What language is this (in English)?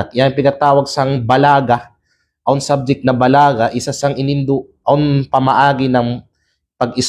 Kalagan